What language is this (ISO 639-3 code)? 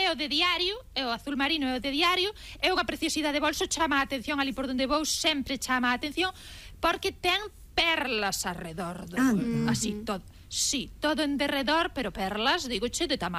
glg